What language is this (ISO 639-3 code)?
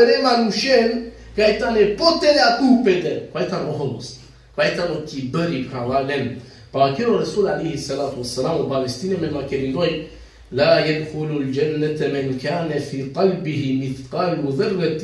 rmn